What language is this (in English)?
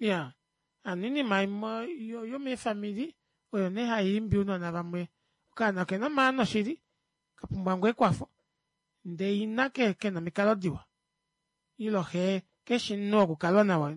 Kuanyama